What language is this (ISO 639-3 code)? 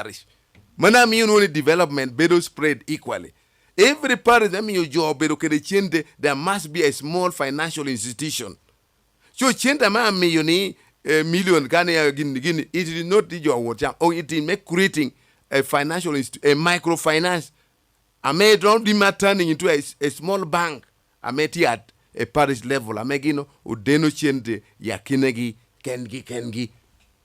laj